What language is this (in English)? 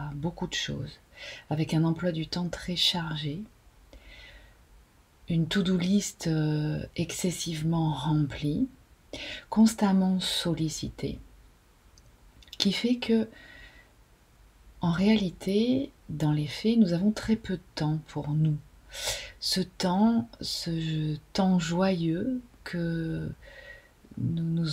French